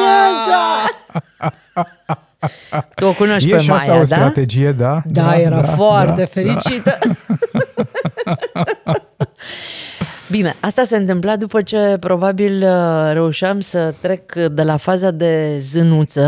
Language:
Romanian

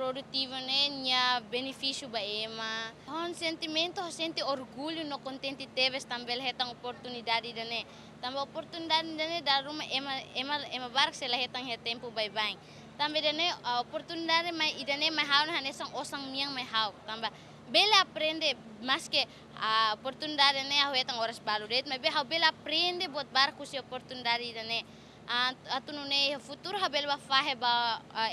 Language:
Tetum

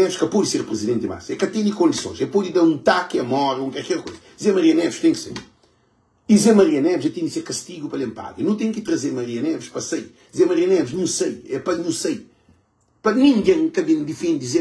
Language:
Kabuverdianu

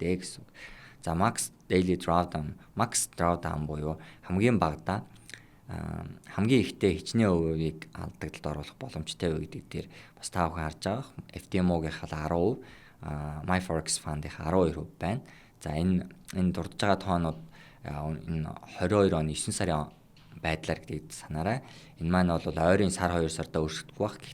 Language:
Mongolian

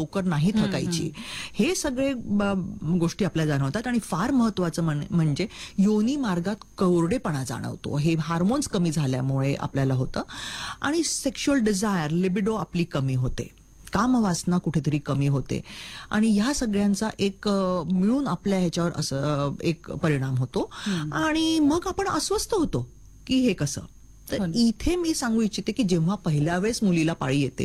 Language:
Marathi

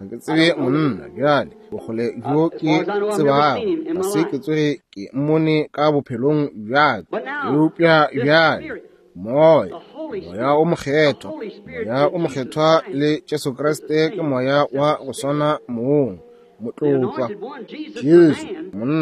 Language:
Northern Sotho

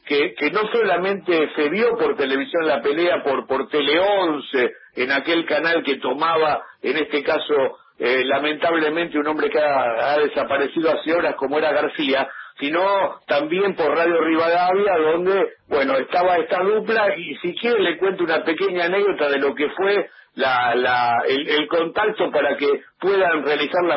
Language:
Spanish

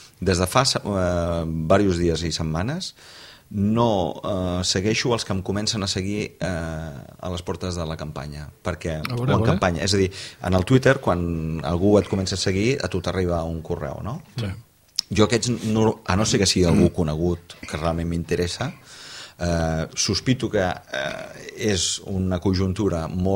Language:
Catalan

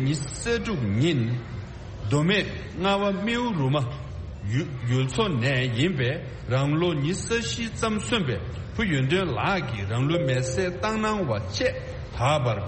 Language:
Tibetan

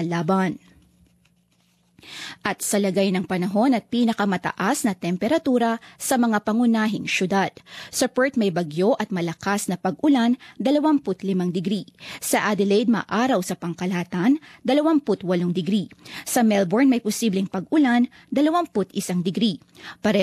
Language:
Filipino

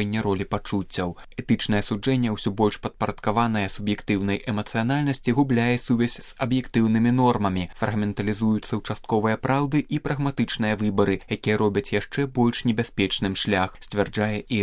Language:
Belarusian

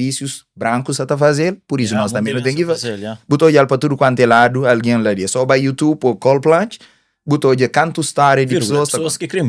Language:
Kabuverdianu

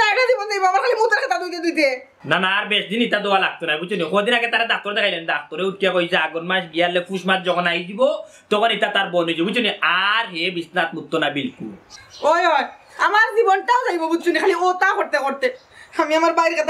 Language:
Sylheti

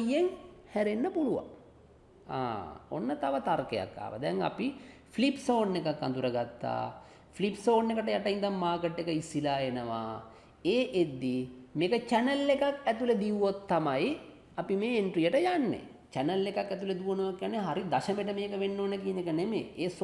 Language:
Sinhala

